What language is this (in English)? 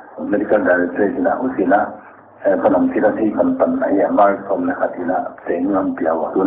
Paite Chin